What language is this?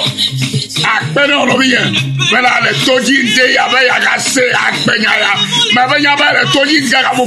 Ewe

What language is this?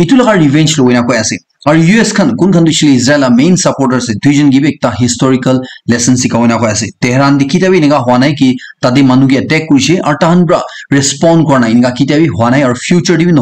Naga Pidgin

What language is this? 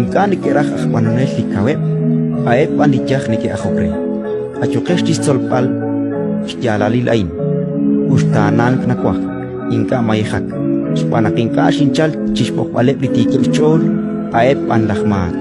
Kekchí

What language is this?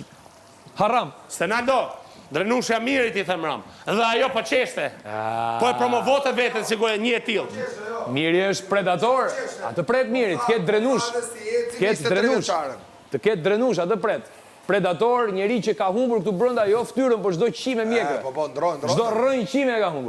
Albanian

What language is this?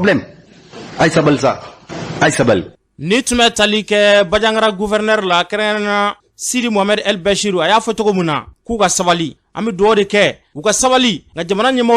Bambara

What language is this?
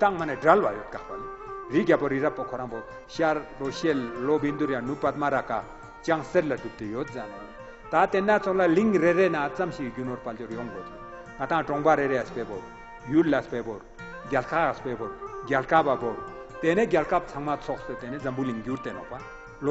Ladakhi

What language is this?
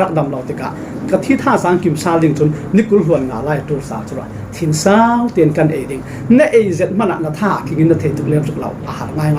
Falam Chin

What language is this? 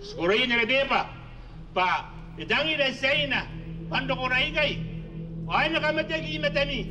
Gilbertese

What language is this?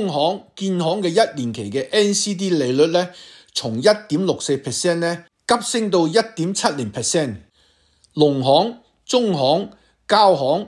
Cantonese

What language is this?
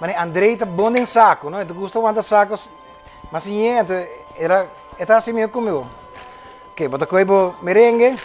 Papiamento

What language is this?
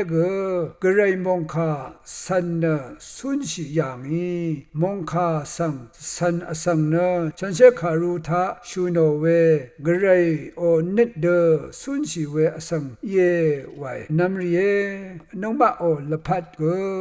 Rawang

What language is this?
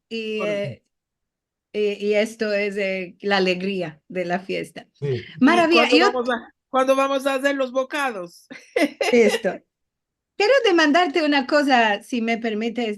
Ladino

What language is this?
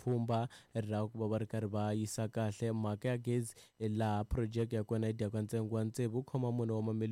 Tsonga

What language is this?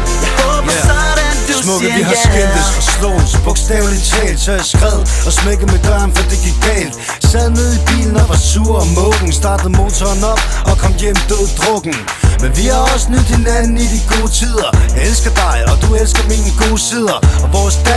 Danish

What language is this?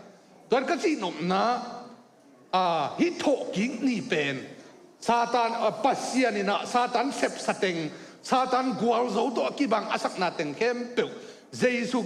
Tedim Chin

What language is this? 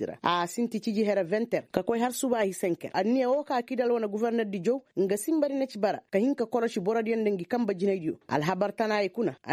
Koyraboro Senni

